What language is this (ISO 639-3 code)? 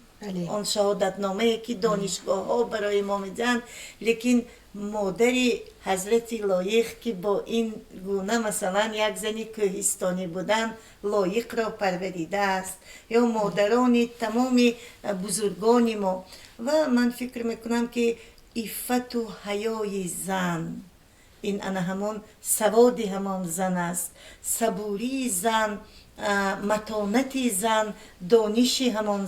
tgk